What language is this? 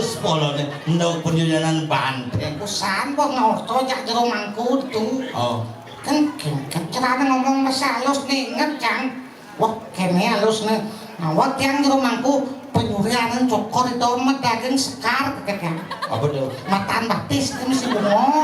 Balinese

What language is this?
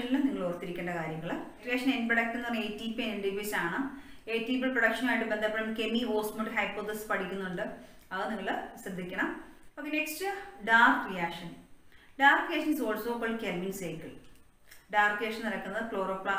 Malayalam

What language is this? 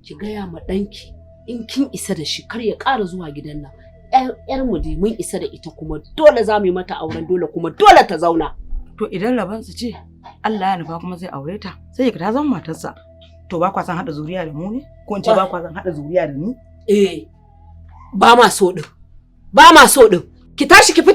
Hausa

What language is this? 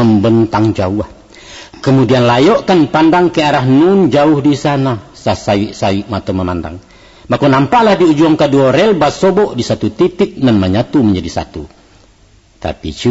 Minangkabau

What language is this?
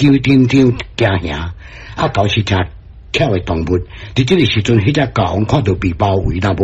Min Nan Chinese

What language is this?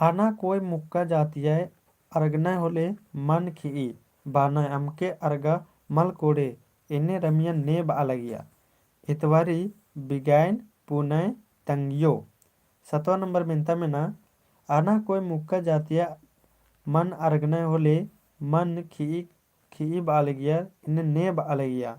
Kurukh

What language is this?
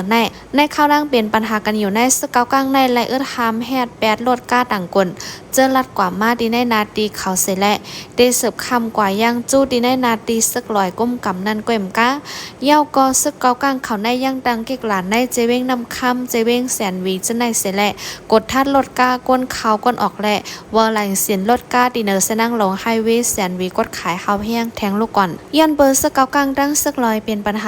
Shan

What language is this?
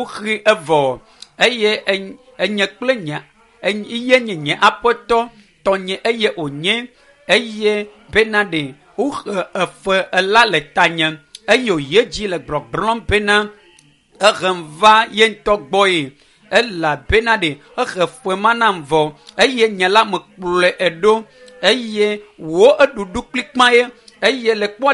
Ewe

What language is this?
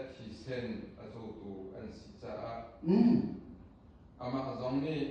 Hakha Chin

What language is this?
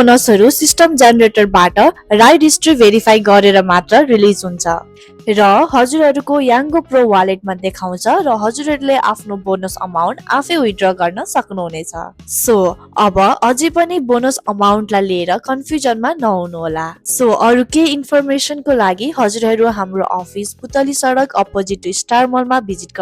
Nepali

